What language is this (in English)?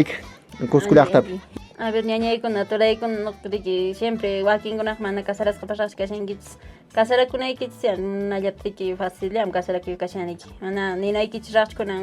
Quechua